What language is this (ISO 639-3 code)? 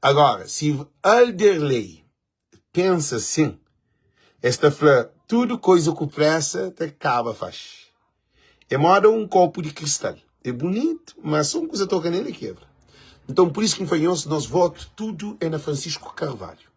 kea